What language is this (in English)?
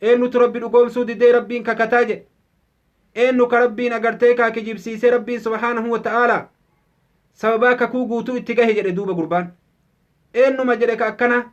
Oromo